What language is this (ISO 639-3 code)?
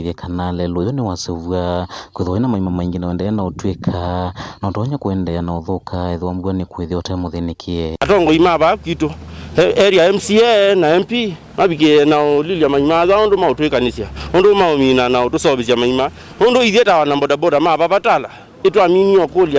kam